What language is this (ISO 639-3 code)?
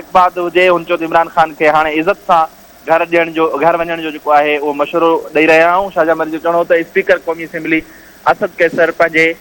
snd